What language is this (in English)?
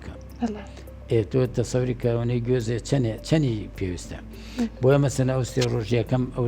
Central Kurdish